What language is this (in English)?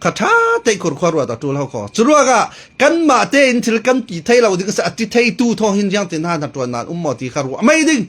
Falam Chin